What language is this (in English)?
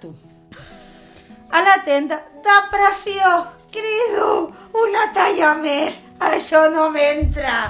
Catalan